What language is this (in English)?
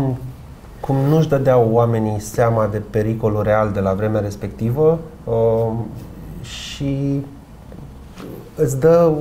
Romanian